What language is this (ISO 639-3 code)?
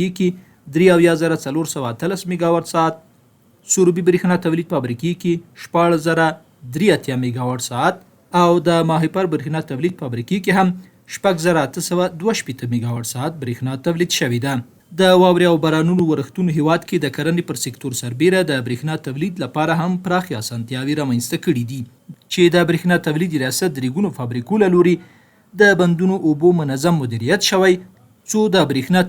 pus